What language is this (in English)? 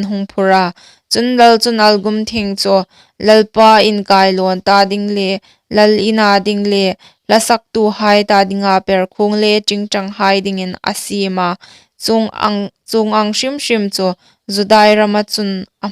Hmar